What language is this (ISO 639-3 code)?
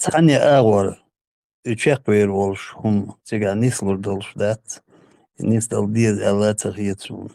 che